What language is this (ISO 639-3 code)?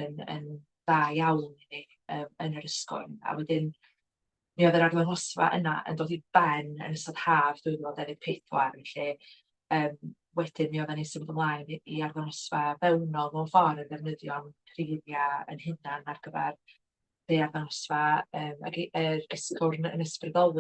cym